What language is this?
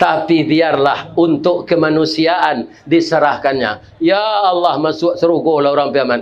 Minangkabau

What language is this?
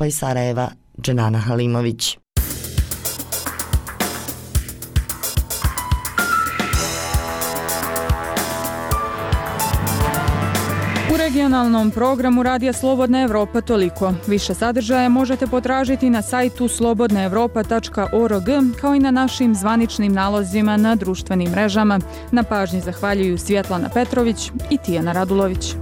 Bosnian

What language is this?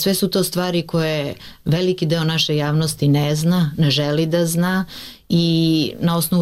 Serbian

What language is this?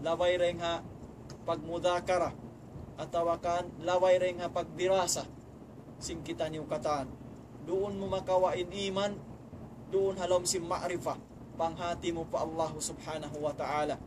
Tausug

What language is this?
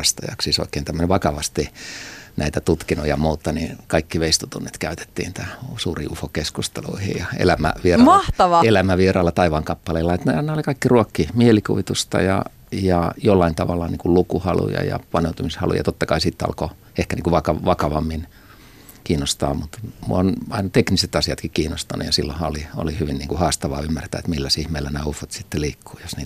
Finnish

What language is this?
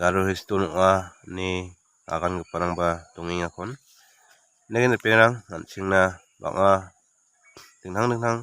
Garo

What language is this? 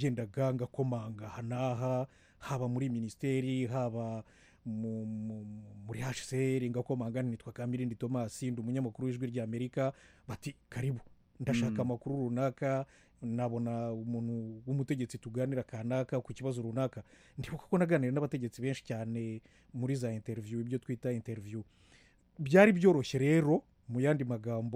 Kinyarwanda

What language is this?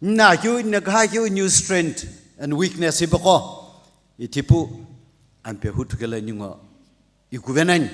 Sumi Naga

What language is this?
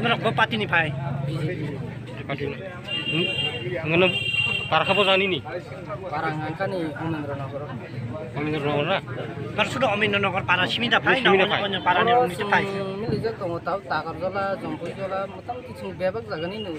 Kok Borok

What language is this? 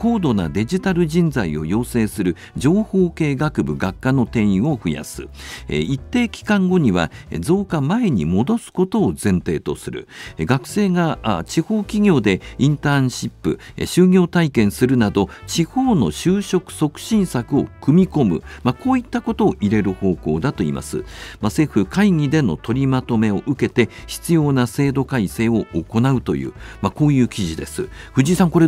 Japanese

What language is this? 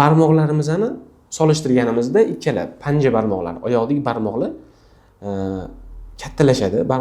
Uzbek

